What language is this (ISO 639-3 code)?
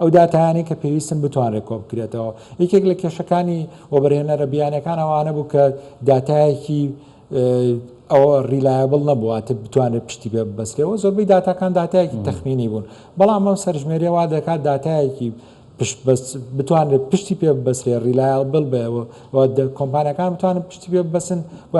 ckb